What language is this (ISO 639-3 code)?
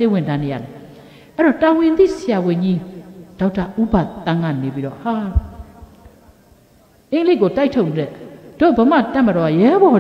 mya